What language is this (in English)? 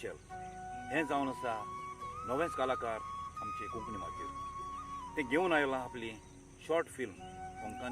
Konkani